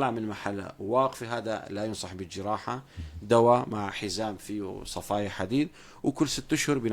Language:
North Levantine Arabic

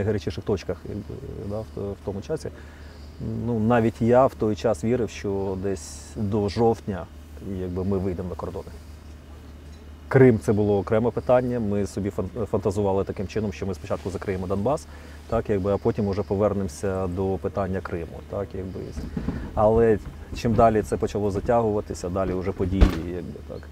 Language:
Ukrainian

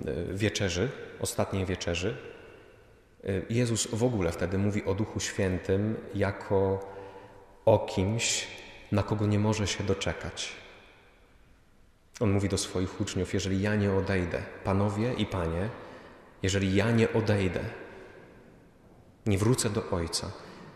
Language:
Polish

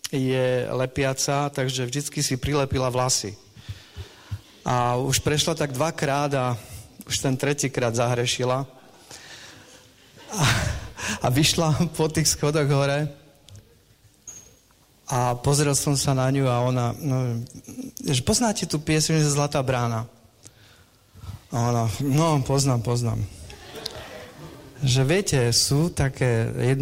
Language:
Slovak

